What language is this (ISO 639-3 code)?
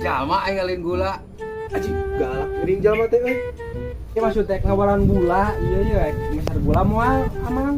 sun